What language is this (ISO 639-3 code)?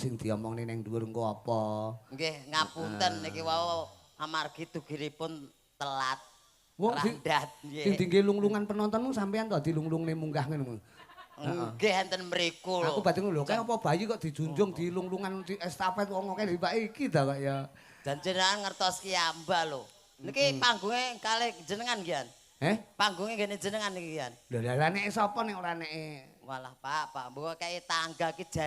jav